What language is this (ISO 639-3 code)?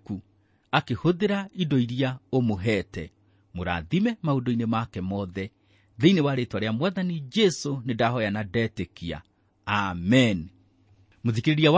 kik